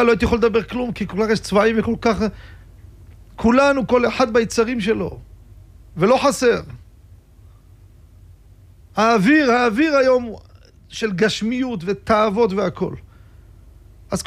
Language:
Hebrew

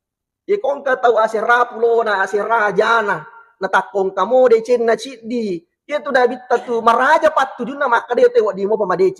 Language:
Buginese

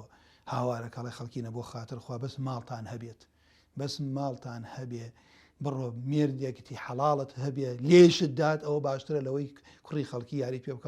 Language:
Central Kurdish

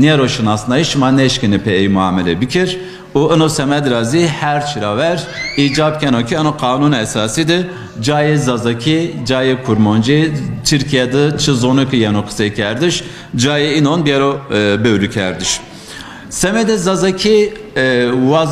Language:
Zaza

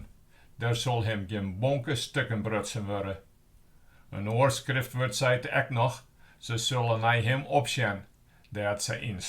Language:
Western Frisian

